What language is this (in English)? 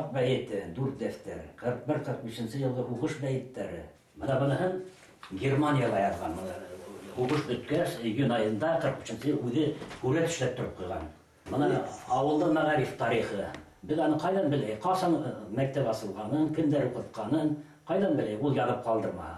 Bashkir